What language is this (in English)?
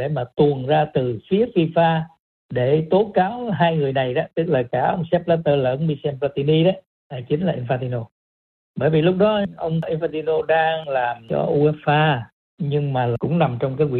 Vietnamese